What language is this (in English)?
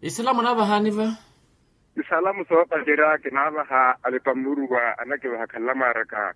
Makhuwa